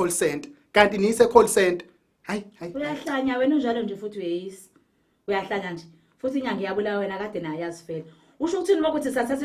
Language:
Zulu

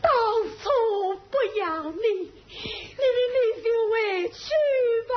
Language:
Wu Chinese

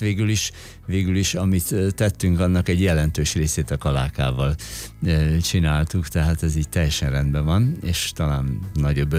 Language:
Hungarian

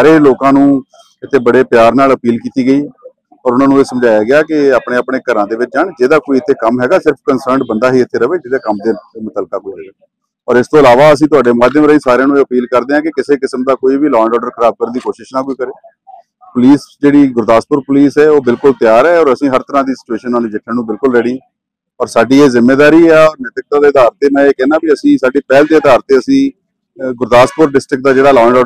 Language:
Punjabi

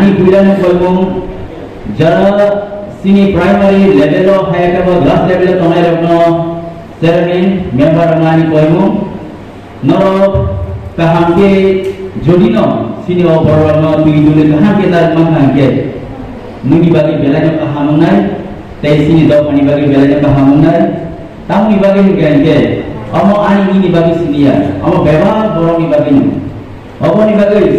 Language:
Kok Borok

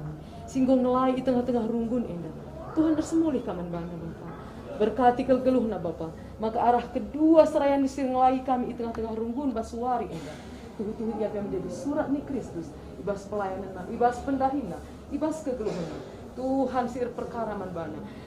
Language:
Batak Karo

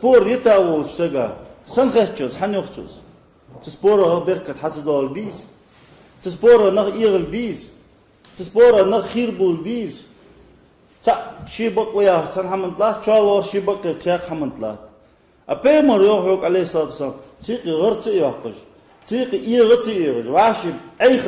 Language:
Ingush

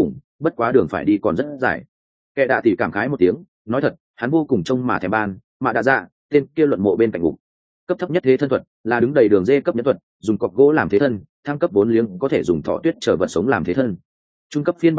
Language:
Vietnamese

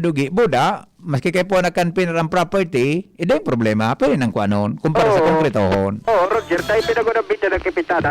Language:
Bikol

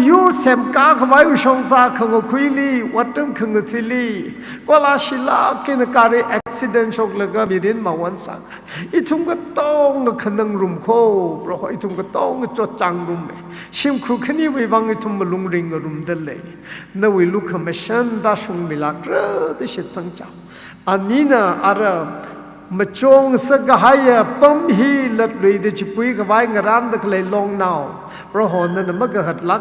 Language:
Tangkhul Naga (India)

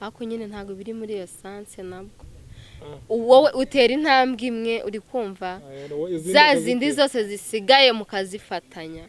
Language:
Kinyarwanda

